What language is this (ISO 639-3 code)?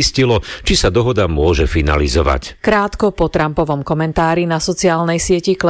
slk